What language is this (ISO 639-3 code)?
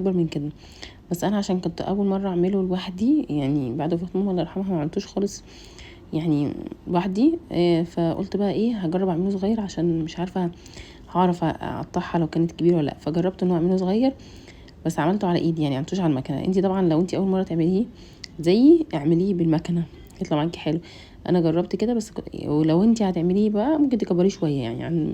arz